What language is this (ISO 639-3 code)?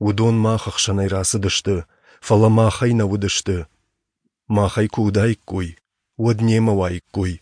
oss